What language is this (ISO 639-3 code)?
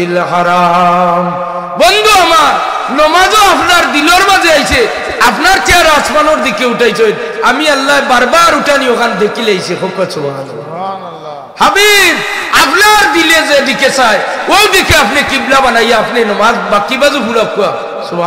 syl